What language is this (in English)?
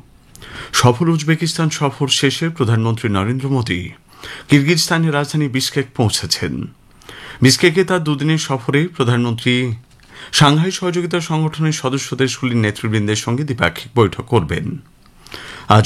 Bangla